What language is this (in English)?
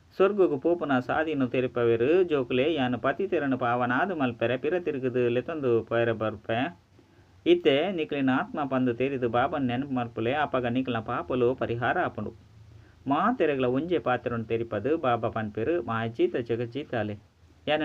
Tulu